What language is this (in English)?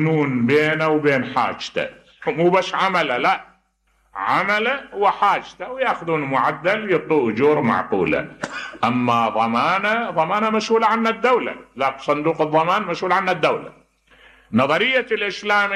Mesopotamian Arabic